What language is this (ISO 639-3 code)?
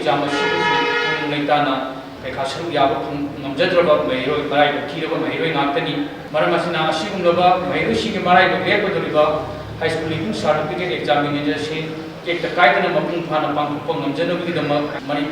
mni